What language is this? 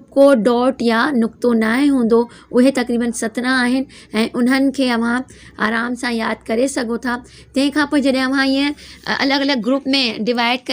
Sindhi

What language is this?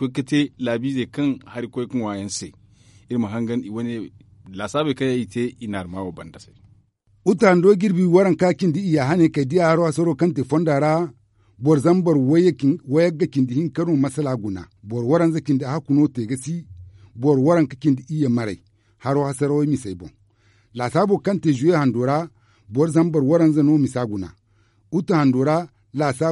Zarma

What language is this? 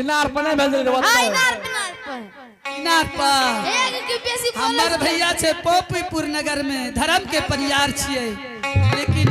Angika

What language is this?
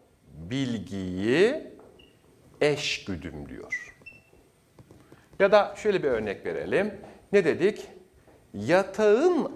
Turkish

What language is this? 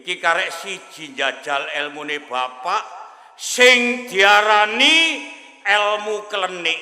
Javanese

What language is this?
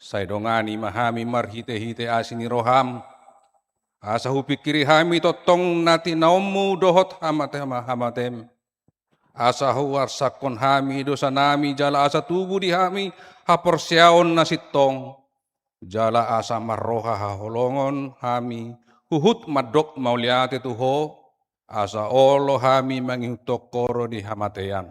Batak Toba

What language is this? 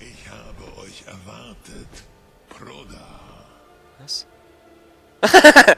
Swiss German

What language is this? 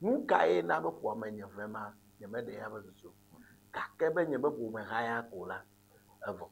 Ewe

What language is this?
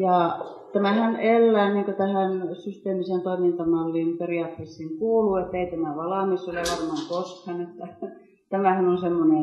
Finnish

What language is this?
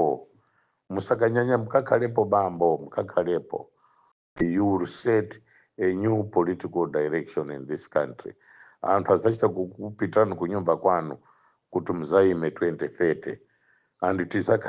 Nyanja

